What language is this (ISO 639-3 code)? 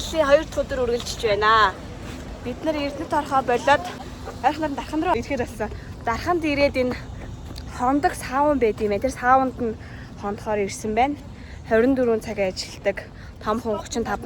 mon